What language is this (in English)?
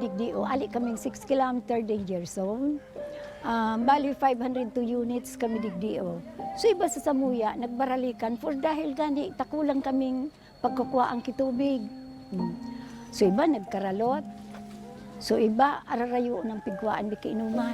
Bikol